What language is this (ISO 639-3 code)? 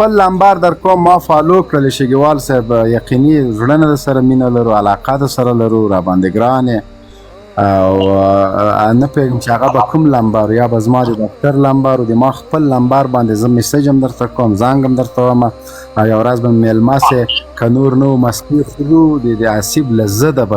pus